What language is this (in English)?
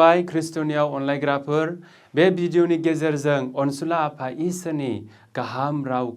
Bodo